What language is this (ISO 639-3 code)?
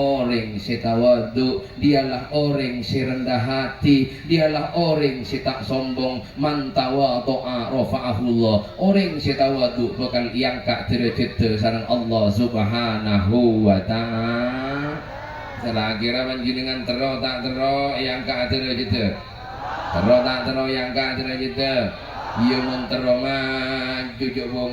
mad